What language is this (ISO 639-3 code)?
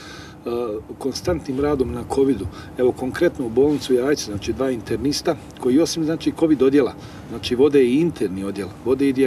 hrv